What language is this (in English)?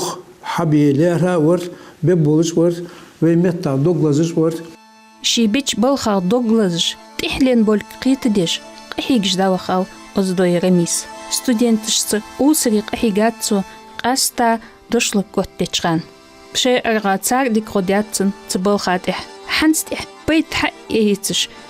Ingush